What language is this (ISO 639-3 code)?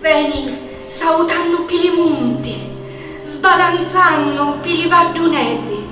scn